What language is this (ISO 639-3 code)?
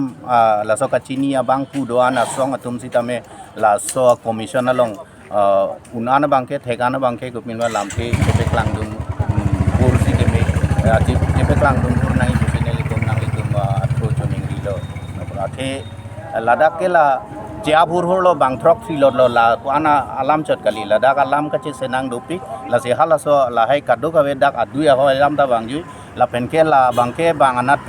mjw